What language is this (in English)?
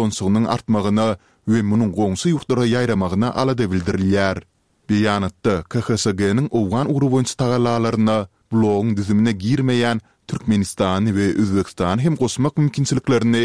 Turkmen